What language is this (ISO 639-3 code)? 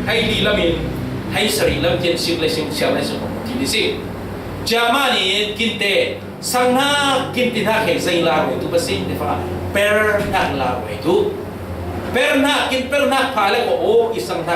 cfm